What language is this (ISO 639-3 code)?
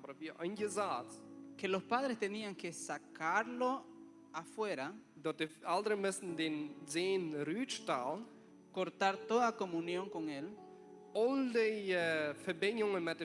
pdt